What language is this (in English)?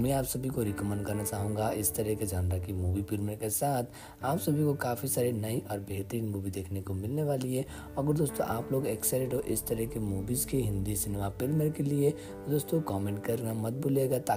Hindi